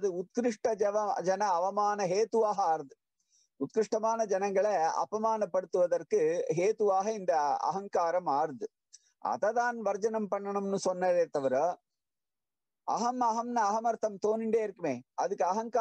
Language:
Tamil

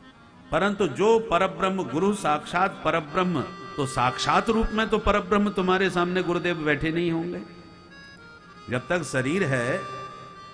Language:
Hindi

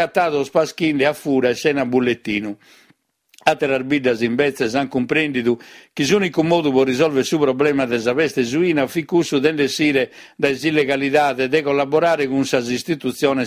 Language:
Sardinian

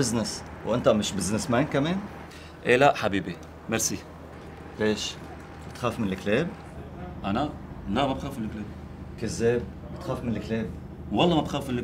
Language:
North Levantine Arabic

